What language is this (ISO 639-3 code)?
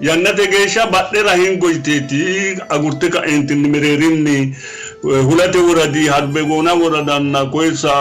sid